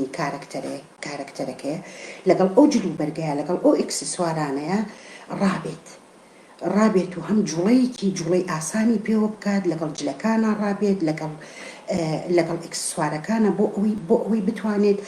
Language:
Central Kurdish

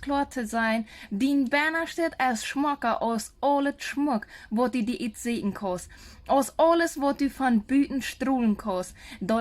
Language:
Plautdietsch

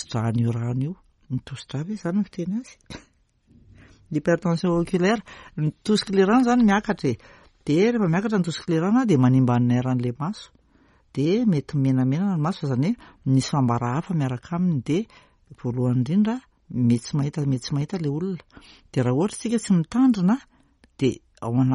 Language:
Malagasy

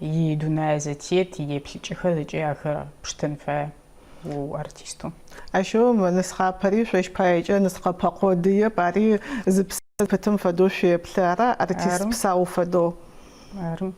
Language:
Adyghe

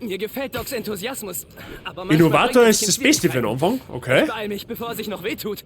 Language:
Bavarian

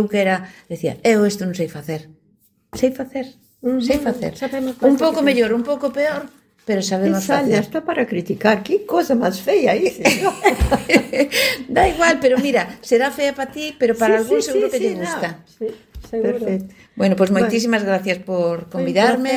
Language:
Galician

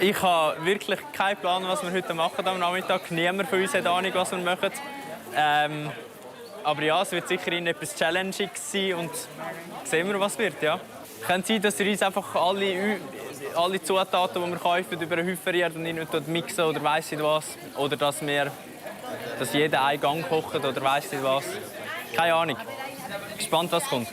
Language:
Swiss German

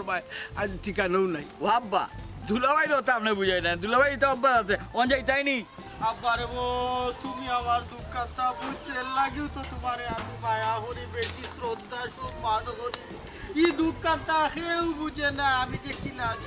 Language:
Sylheti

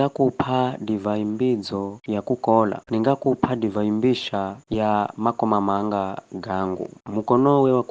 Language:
Giryama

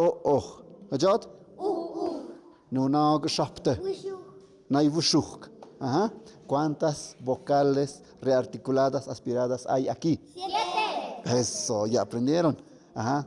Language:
Tlahuitoltepec Mixe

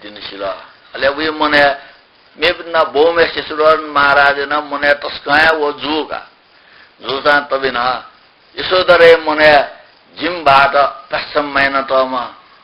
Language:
Newari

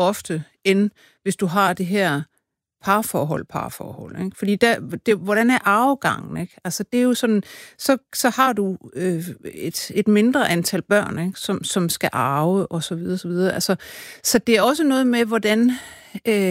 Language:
Danish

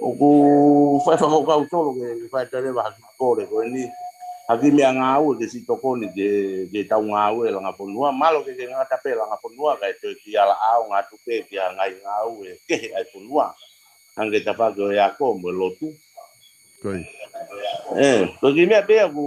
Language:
Tongan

